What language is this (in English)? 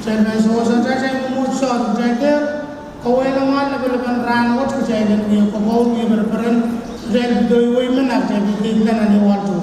Pohnpeian